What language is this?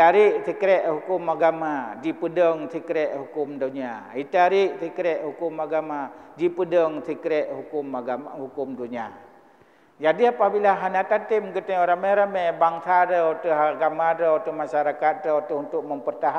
Achinese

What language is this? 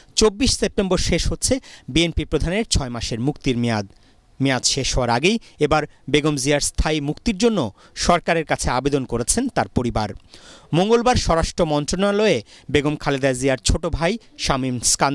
Bangla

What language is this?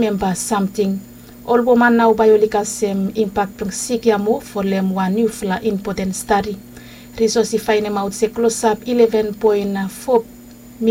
Bislama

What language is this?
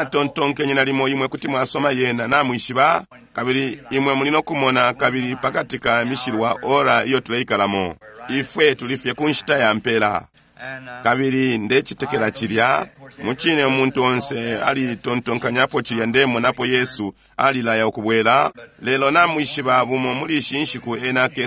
Bemba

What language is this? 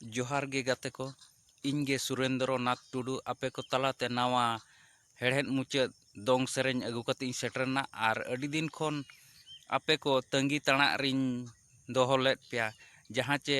Santali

